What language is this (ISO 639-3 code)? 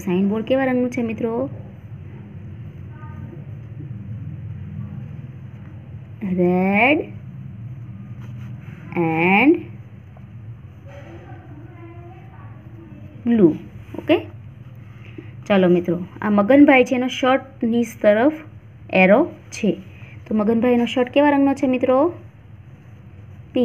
guj